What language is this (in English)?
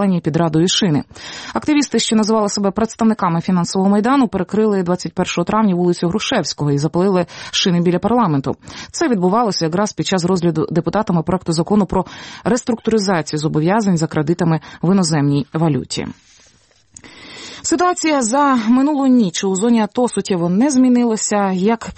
Ukrainian